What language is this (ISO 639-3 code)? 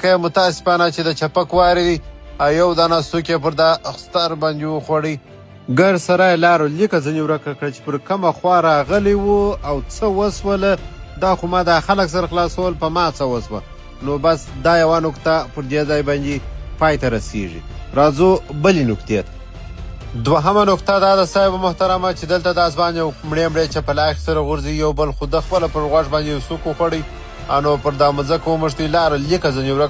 pus